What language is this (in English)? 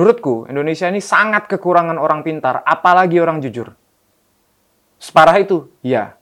Indonesian